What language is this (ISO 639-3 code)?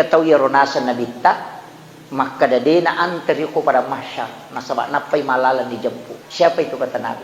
bug